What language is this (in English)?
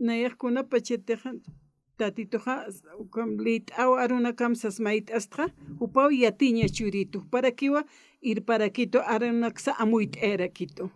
Aymara